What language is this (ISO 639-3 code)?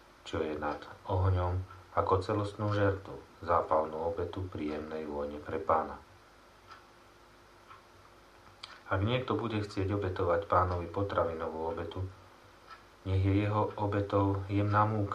slk